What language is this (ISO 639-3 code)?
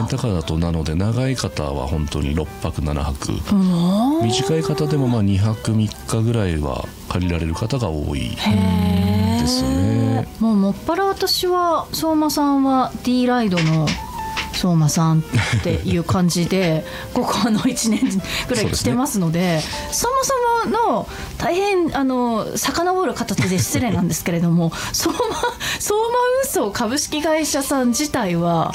jpn